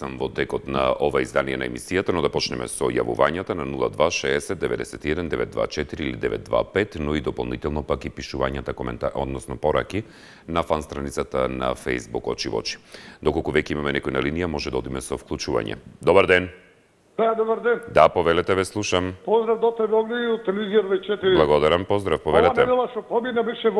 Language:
Macedonian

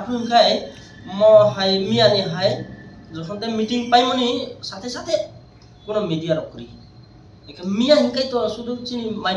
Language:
Kok Borok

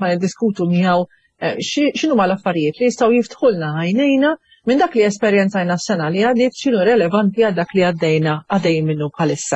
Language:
Maltese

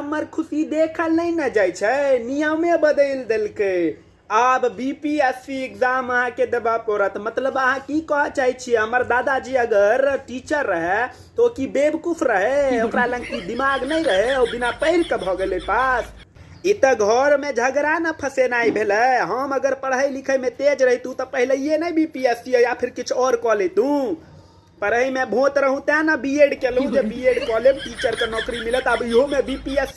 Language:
Maithili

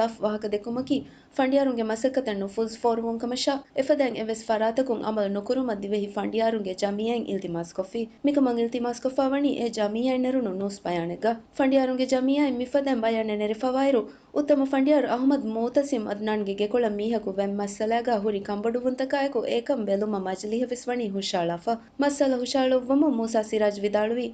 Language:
Divehi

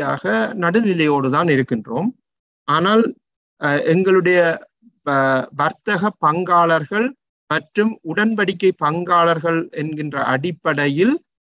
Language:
Tamil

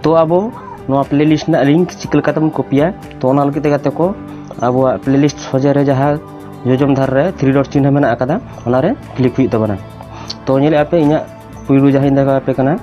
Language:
Santali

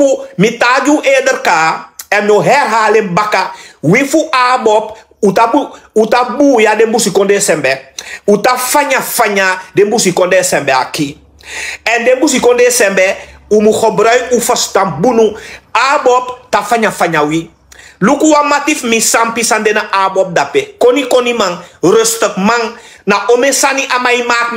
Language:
Sranan Tongo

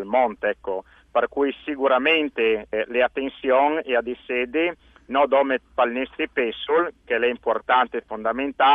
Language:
Friulian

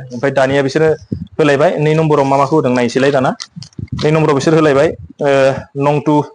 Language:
Bodo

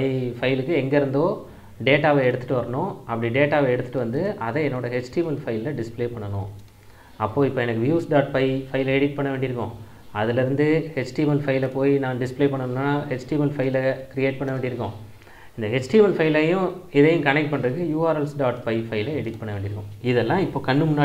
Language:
Tamil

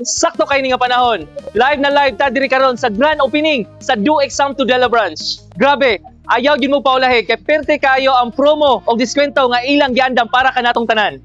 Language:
Cebuano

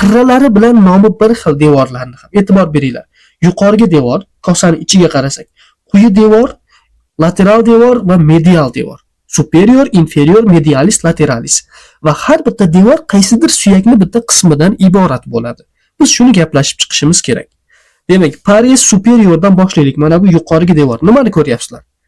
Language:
Uzbek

